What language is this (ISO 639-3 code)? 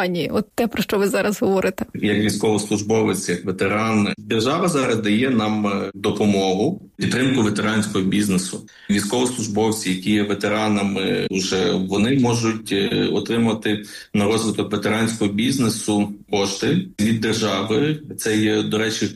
ukr